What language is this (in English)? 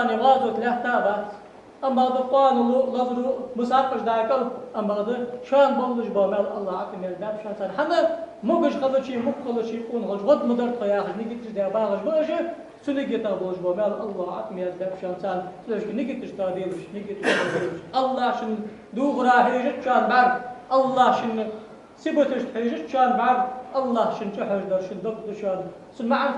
Ingush